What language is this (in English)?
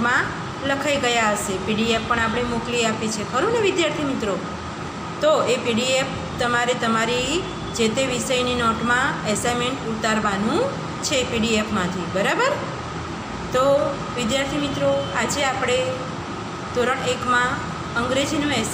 Gujarati